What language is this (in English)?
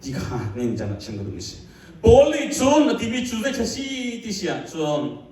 Hakha Chin